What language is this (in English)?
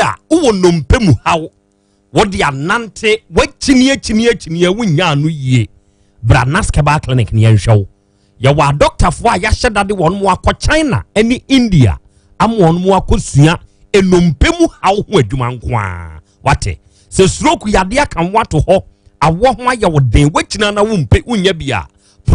Akan